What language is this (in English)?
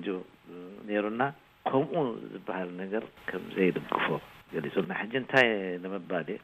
Tigrinya